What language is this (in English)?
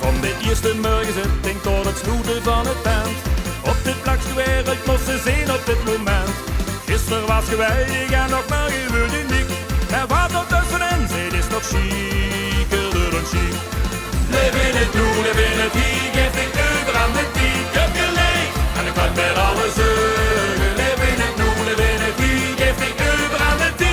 Limburgish